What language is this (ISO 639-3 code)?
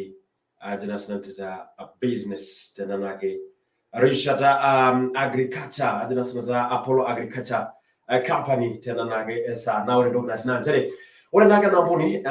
mas